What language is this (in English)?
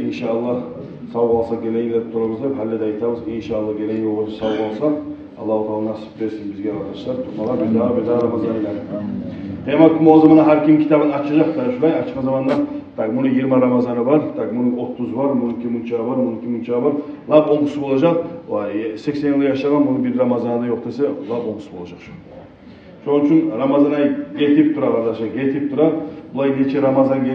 Kumyk